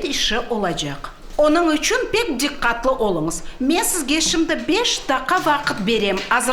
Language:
Crimean Tatar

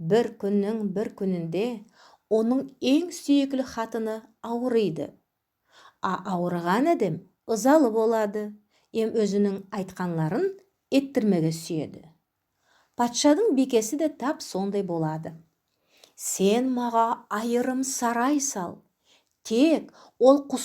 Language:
Nogai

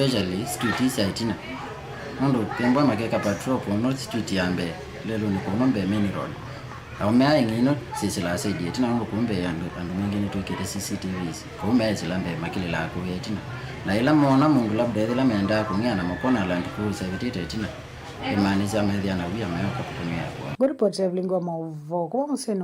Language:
Kamba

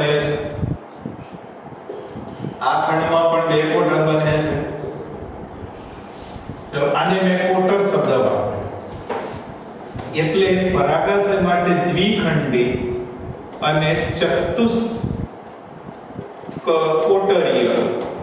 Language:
Gujarati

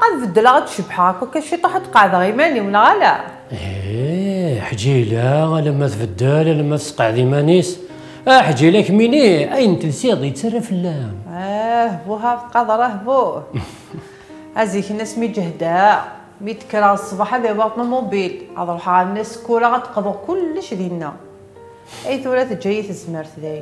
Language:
Kabyle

